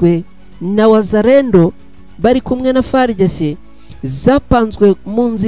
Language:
Kinyarwanda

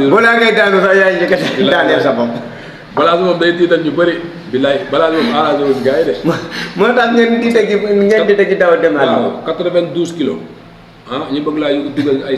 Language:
Wolof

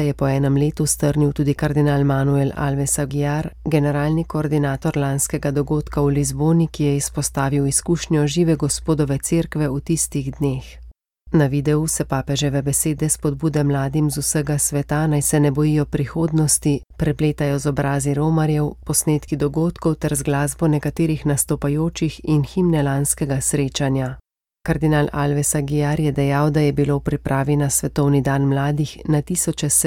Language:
Slovenian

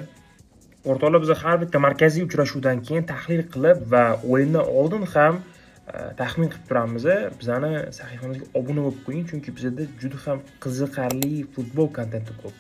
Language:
Uzbek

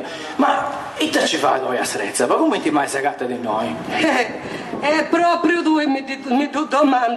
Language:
Sardinian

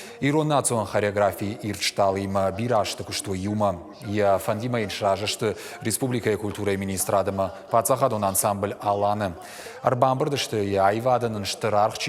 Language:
Ossetic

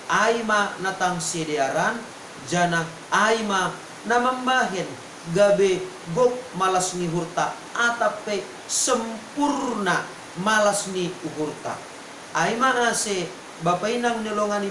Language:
Batak Simalungun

